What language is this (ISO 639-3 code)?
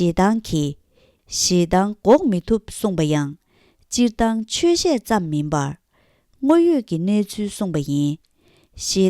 bod